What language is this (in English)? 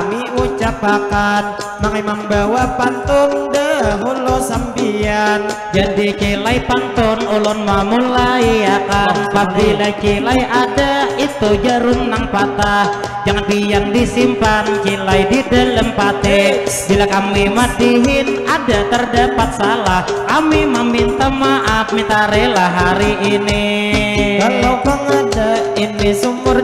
Banjar